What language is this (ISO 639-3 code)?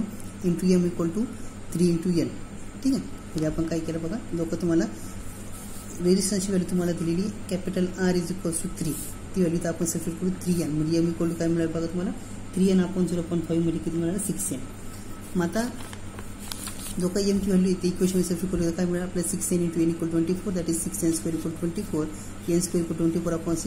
mar